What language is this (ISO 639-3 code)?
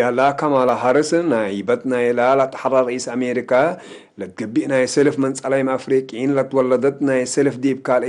tig